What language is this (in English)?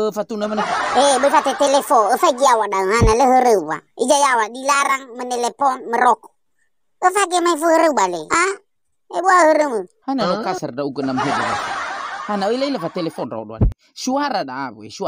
Nias